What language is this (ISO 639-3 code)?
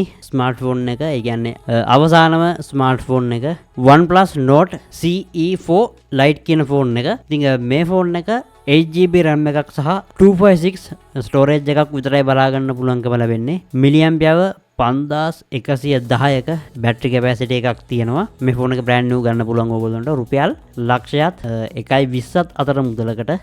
sin